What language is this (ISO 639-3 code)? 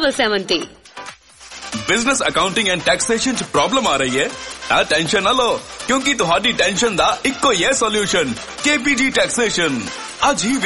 pan